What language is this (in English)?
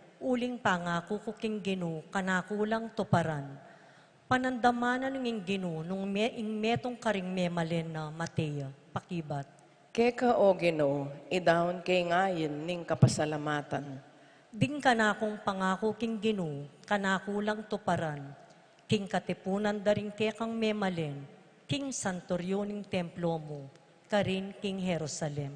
Pampanga